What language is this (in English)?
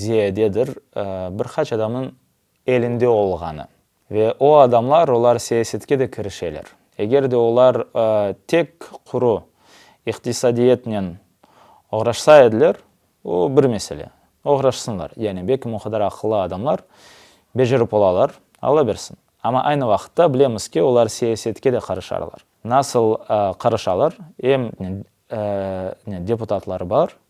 Crimean Tatar